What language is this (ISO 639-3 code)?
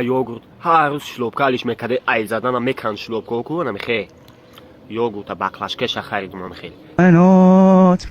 tgk